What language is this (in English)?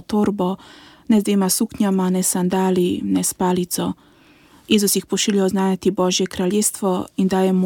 Slovenian